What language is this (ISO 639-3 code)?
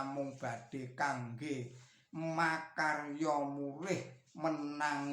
jav